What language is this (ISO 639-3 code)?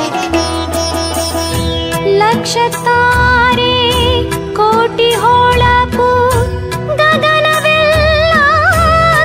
kan